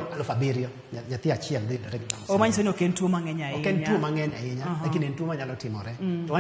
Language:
Luo (Kenya and Tanzania)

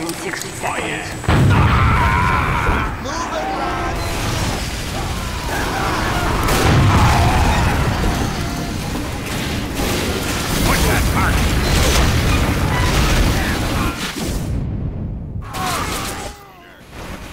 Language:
English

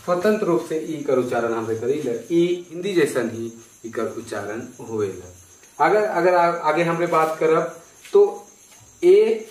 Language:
Sadri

